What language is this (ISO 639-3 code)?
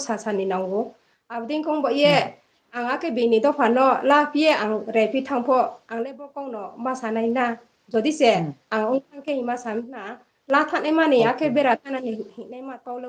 ria